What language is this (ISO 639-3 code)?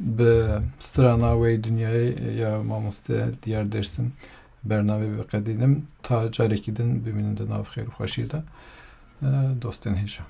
kur